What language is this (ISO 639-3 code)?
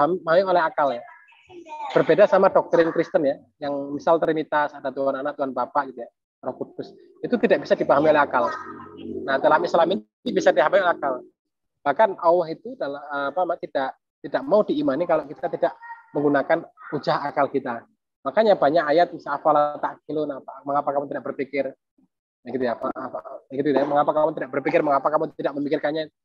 ind